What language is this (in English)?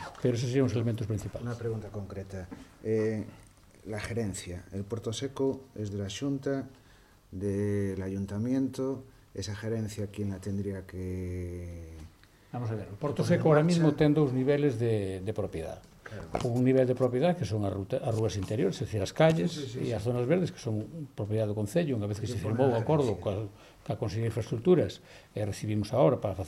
Galician